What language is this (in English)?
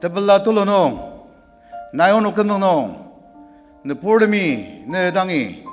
Ao Naga